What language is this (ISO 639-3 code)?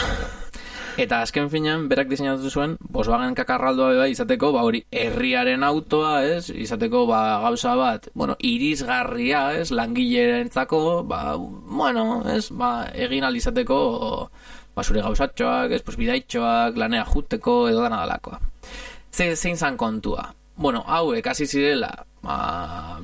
eus